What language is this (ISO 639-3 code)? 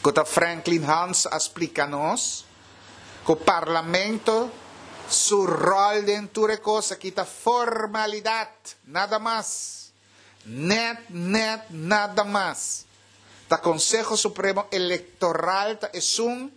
pap